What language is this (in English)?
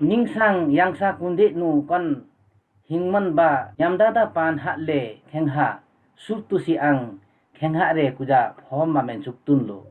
Limbu